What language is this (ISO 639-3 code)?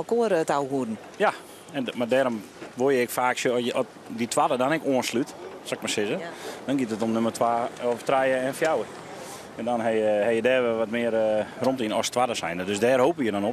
fry